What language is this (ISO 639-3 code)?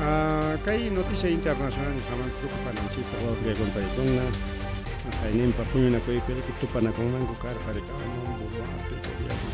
quy